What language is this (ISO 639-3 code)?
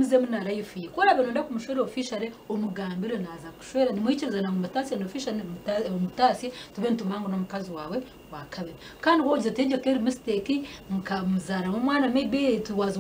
nyn